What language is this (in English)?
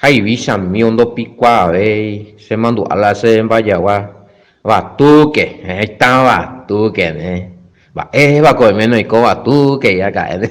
Guarani